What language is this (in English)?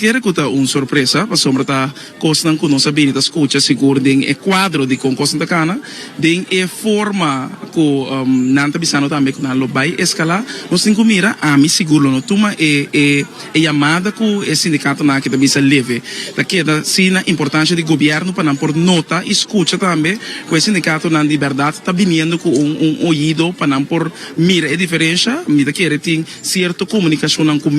Papiamento